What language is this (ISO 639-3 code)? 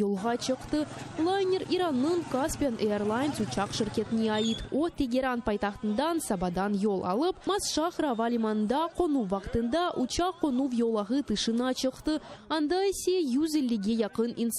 crh